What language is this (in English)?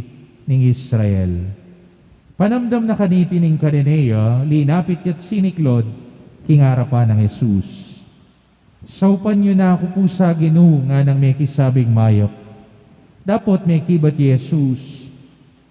Pampanga